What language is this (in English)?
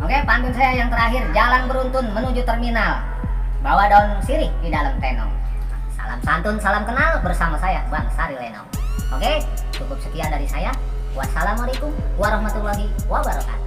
Betawi